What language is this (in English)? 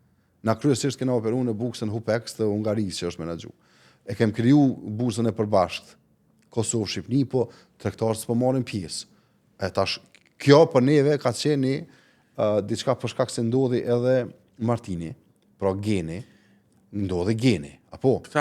Albanian